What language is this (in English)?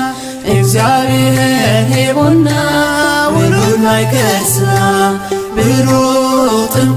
Tigrinya